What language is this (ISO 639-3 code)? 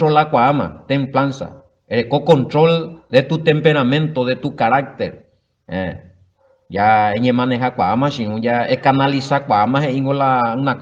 grn